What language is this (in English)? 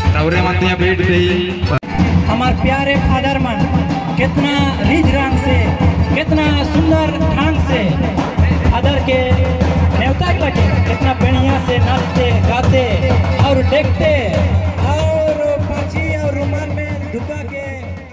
Sadri